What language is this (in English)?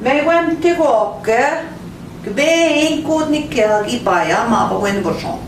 Central Ojibwa